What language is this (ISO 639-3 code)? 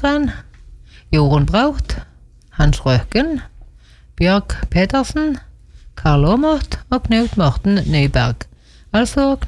nor